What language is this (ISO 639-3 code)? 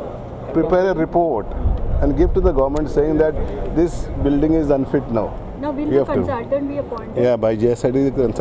kok